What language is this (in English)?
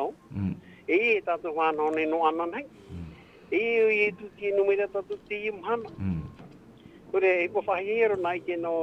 Tahitian